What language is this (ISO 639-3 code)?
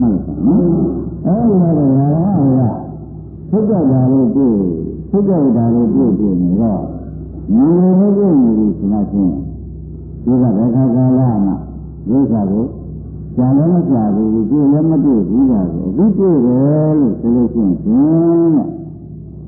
mya